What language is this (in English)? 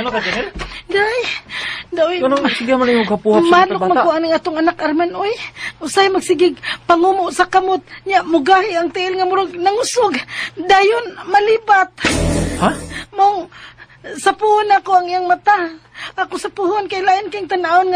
Cebuano